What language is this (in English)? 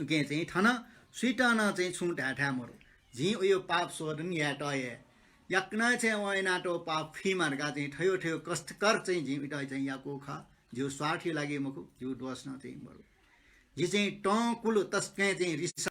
Newari